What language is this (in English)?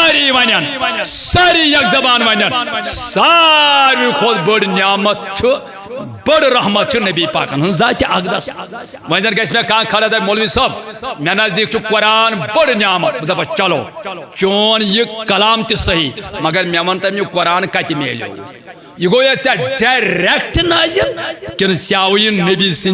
Kashmiri